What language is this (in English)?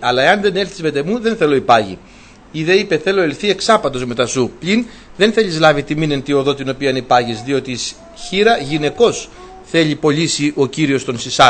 Greek